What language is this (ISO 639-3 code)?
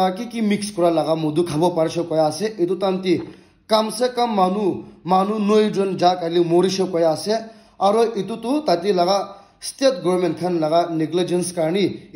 nag